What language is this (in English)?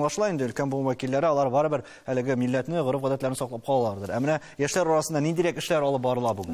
Tatar